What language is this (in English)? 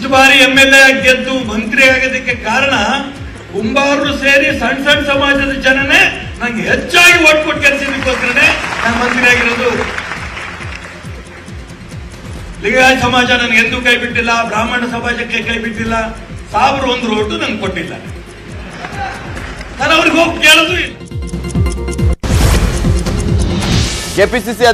Kannada